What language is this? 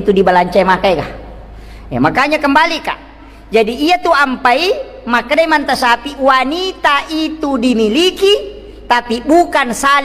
Buginese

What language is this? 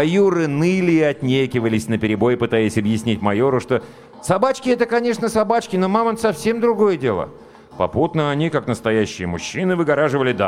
Russian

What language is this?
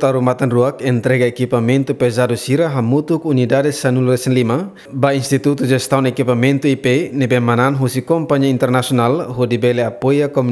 Tetum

